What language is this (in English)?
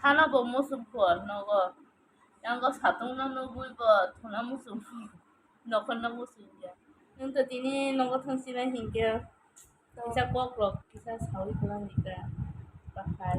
Kok Borok